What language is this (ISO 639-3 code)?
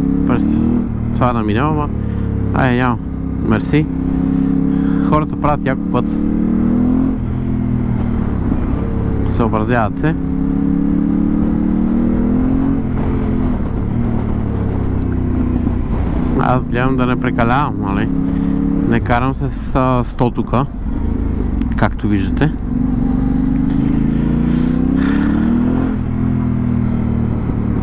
bul